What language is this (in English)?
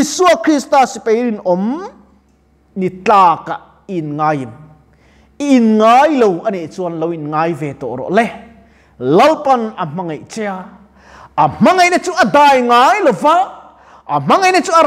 Mizo